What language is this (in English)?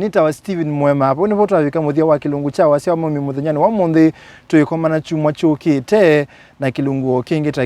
Kamba